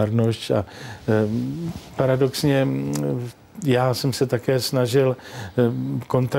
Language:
Czech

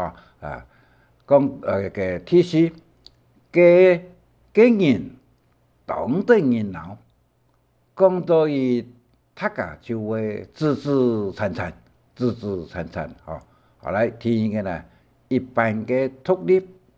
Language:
Hakka Chinese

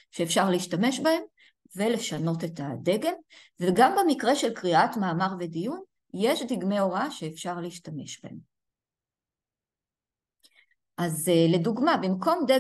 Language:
Hebrew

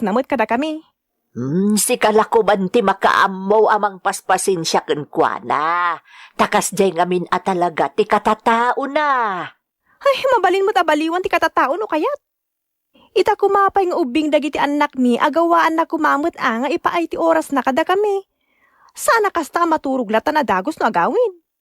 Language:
Iloko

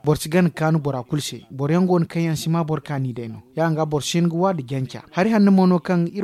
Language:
Zarma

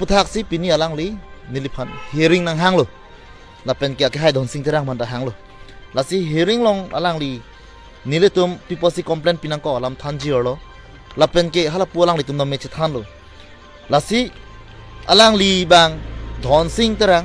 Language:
Karbi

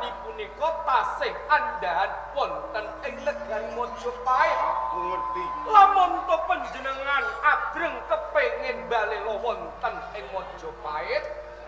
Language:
Javanese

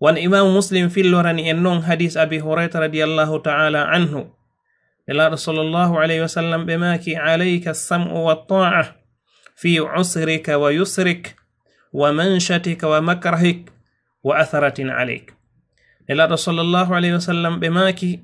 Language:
Fula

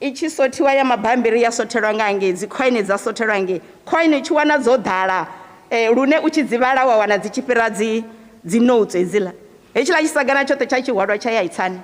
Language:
Venda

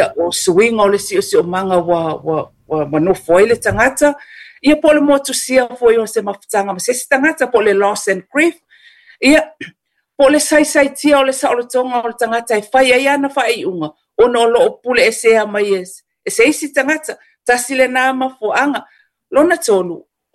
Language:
Samoan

